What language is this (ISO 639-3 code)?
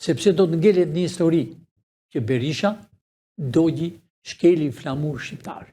sqi